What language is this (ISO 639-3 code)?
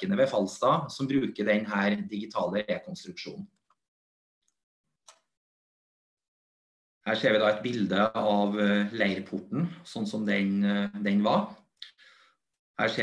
nor